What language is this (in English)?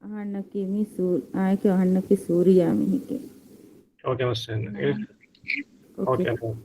Divehi